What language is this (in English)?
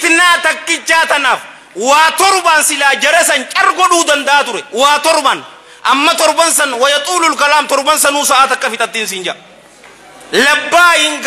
Oromo